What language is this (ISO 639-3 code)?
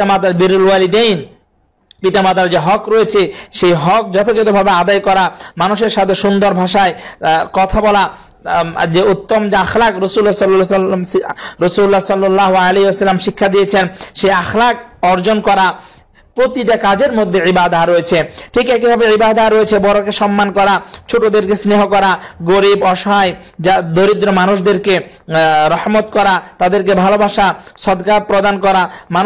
ben